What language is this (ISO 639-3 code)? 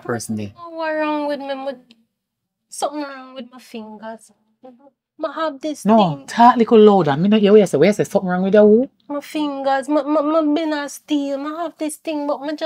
jam